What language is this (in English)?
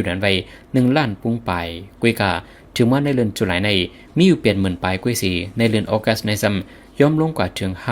Shan